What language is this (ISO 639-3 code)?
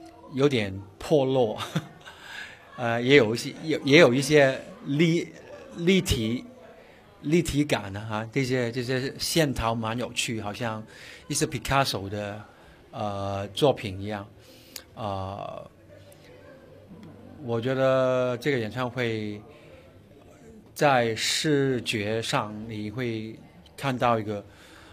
zho